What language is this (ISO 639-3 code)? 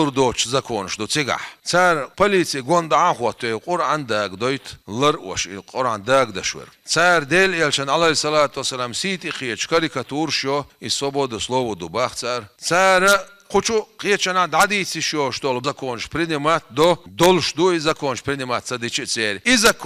che